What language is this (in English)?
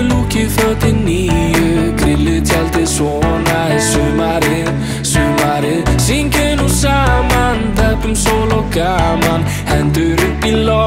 Icelandic